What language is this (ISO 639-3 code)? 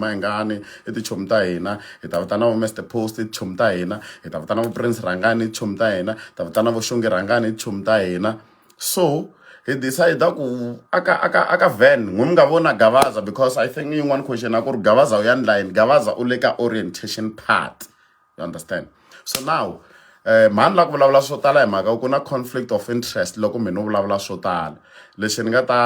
tso